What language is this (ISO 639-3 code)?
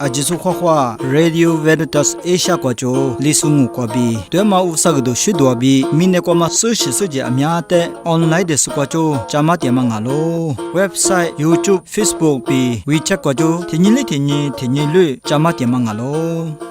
lis